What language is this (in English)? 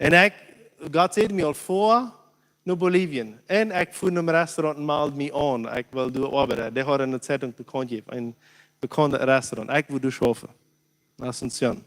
Plautdietsch